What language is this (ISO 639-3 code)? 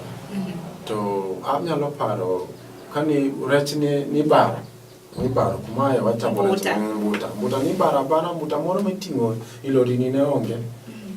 luo